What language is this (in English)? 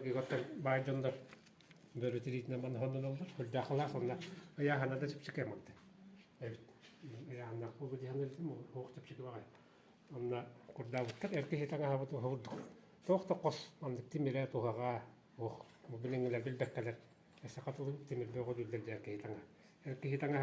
Yakut